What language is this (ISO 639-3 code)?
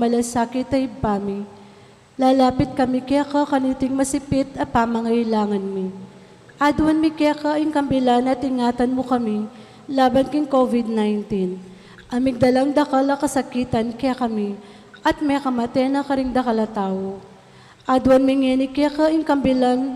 pam